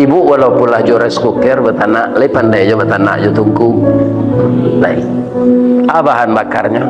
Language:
Minangkabau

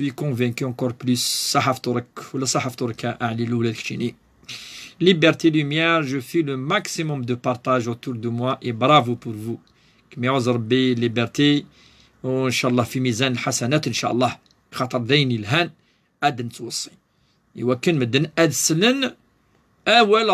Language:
Kabyle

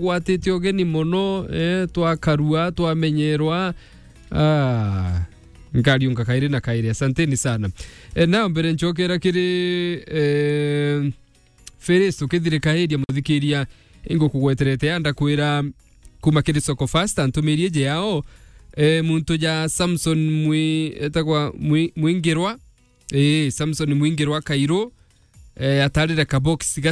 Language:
Meru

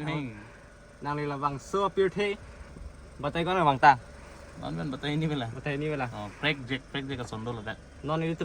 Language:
Karbi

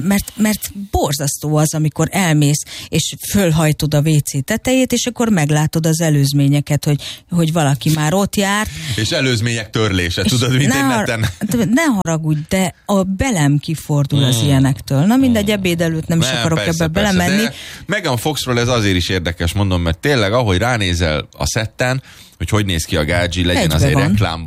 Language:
Hungarian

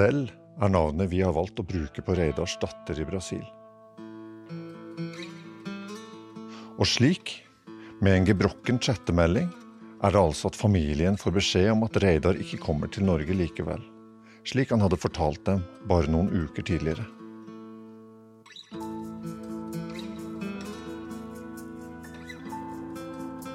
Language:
Norwegian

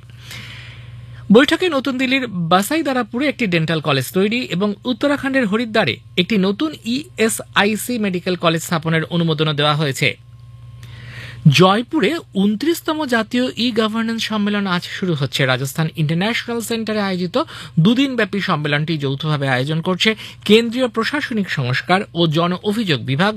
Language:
Bangla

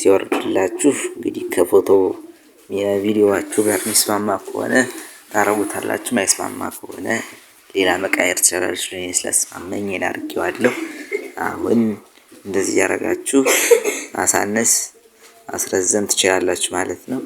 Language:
Amharic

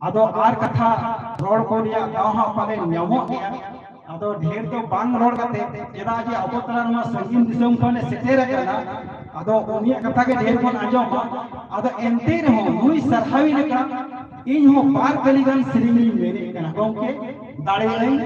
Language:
Santali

